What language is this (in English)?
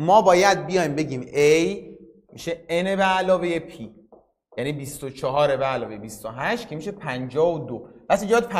Persian